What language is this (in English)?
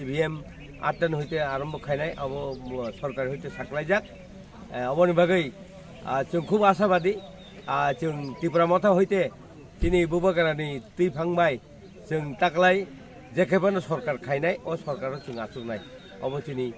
Kok Borok